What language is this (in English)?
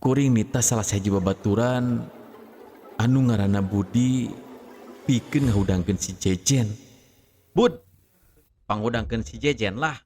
Sundanese